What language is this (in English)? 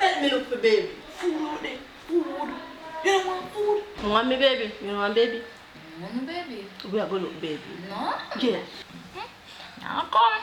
Jamaican Creole English